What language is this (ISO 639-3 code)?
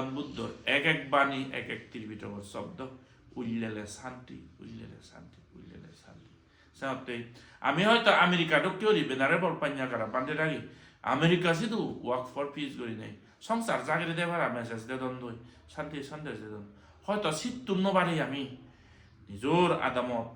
ccp